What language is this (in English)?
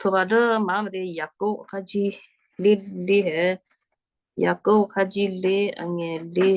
Western Kayah